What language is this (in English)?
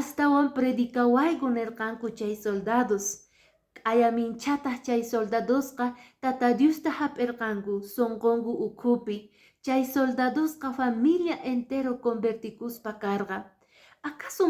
Quechua